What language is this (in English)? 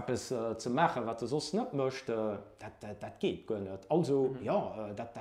Luxembourgish